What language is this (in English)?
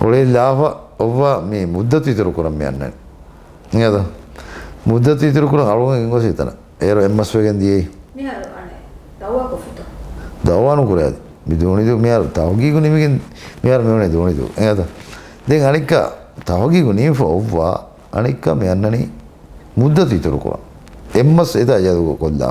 Divehi